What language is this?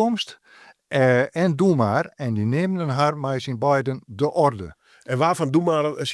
Western Frisian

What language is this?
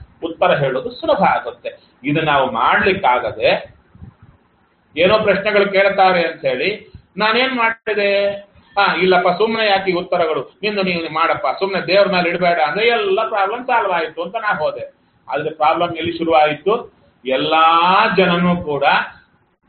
Kannada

